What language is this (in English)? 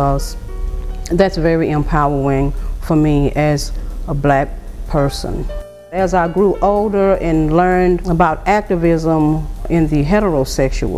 English